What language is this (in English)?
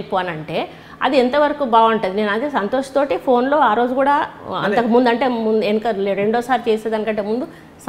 Telugu